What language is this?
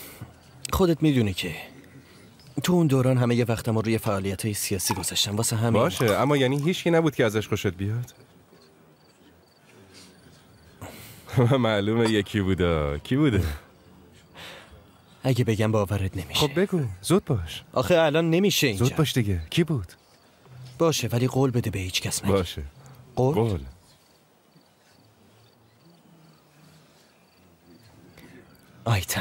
Persian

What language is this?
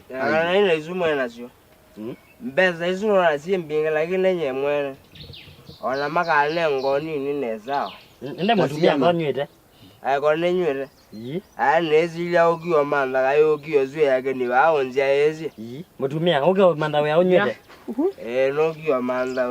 Kamba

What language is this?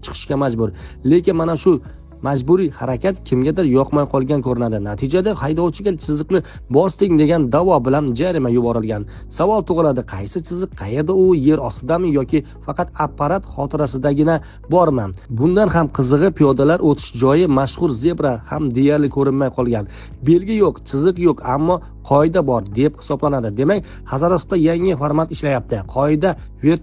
Uzbek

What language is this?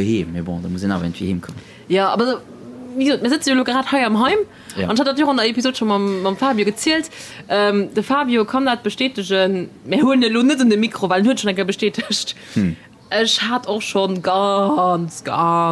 Luxembourgish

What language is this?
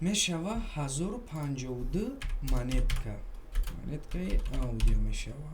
Tajik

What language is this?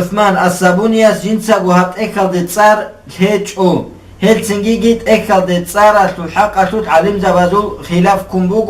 Avaric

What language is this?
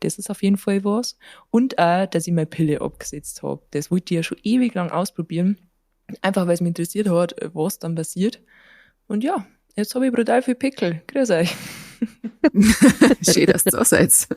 Bavarian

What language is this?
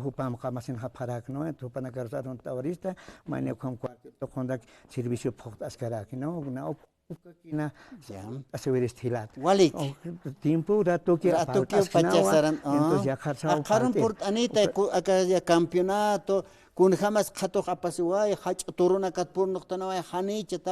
Aymara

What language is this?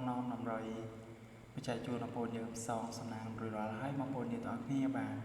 Khmer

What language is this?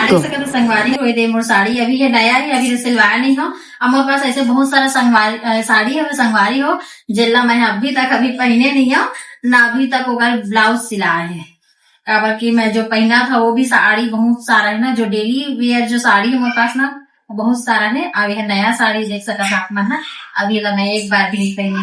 Chhattisgarhi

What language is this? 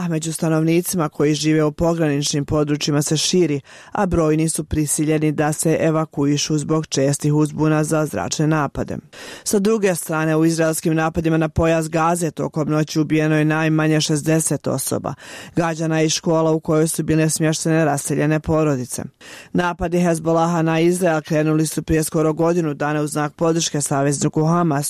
Bosnian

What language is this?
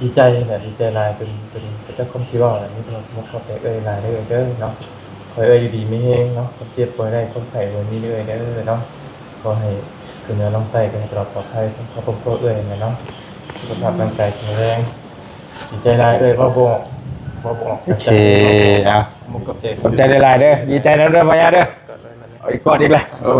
Northeastern Thai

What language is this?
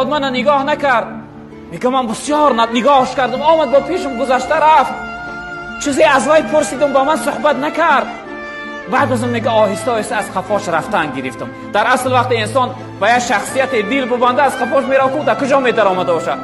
Tajik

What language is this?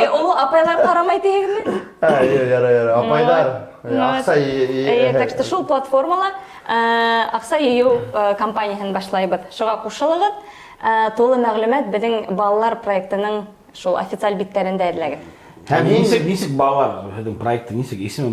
Bashkir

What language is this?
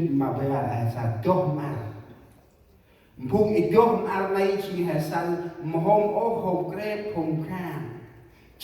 Central Mnong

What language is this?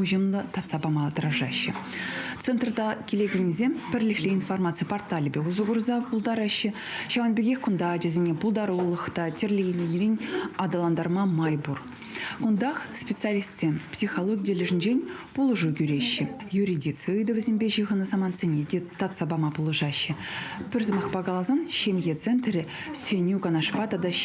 Chuvash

